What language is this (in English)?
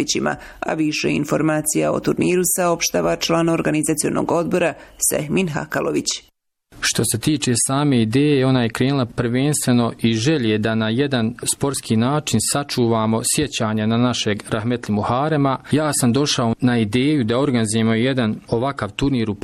Bosnian